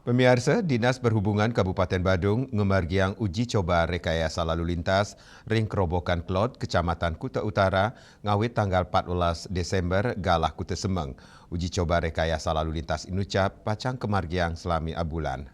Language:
Balinese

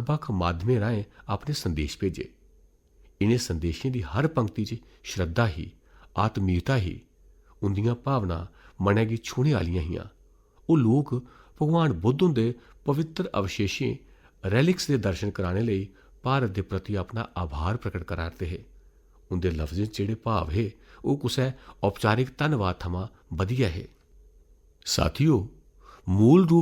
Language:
Dogri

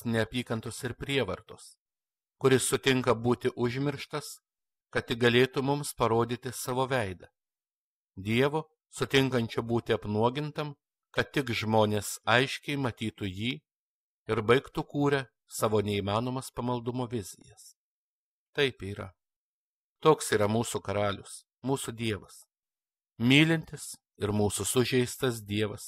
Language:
Lithuanian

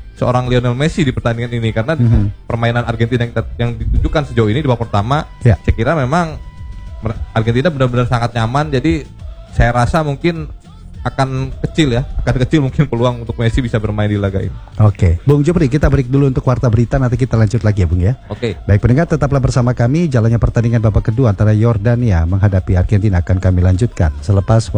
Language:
Indonesian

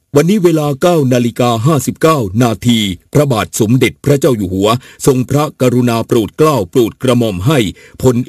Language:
Thai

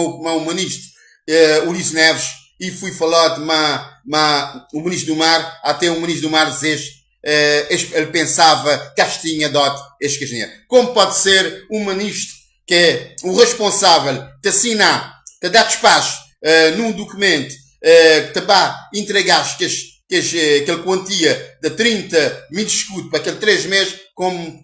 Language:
Kabuverdianu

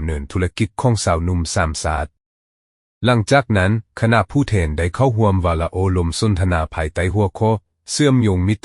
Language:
Lao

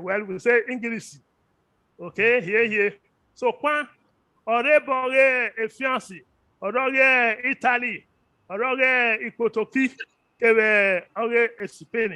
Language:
Bini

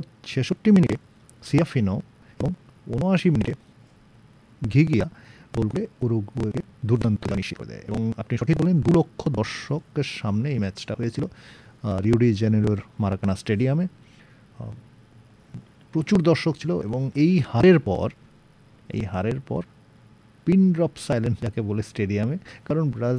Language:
Bangla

